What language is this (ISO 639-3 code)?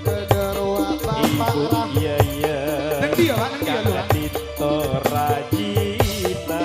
mad